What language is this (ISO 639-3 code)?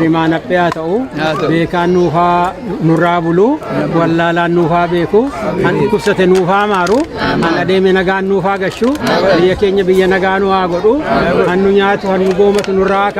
orm